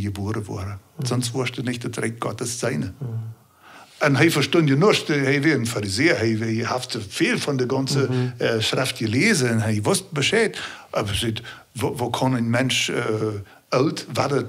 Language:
Plautdietsch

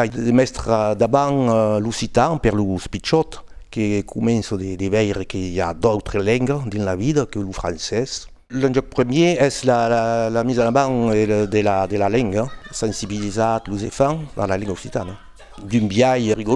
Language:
Occitan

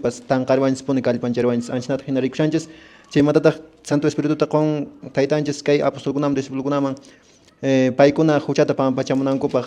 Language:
Quechua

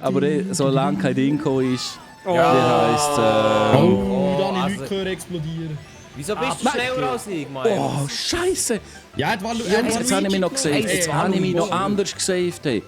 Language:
Swiss German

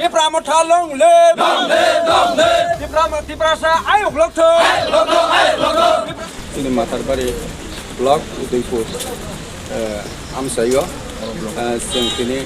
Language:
Riang (India)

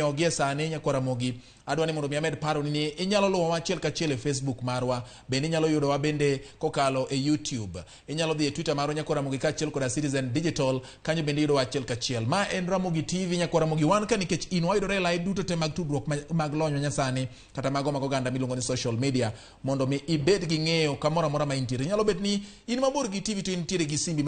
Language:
Luo (Kenya and Tanzania)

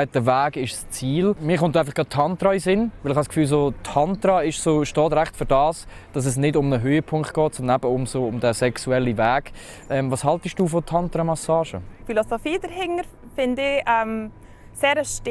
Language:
Swiss German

